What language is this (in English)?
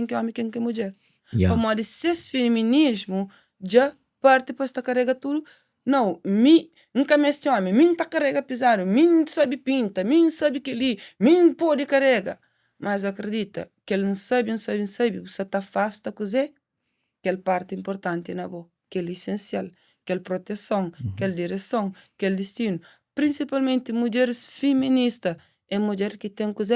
Kabuverdianu